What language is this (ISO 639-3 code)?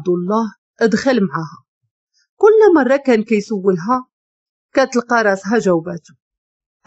ary